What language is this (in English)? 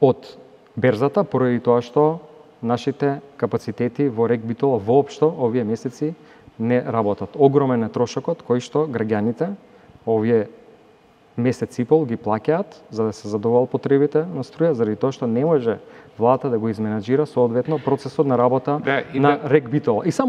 Macedonian